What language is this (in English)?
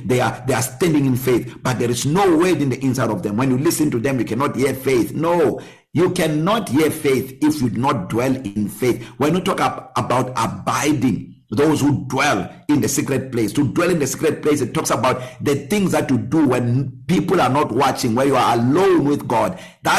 English